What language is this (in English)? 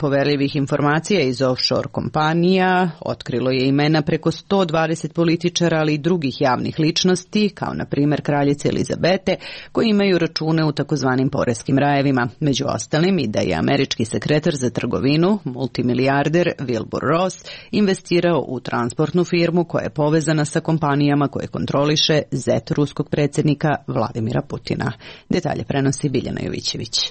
Serbian